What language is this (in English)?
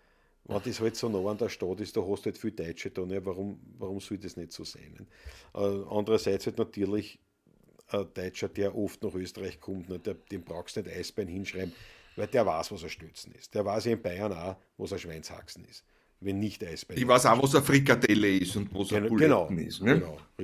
Bavarian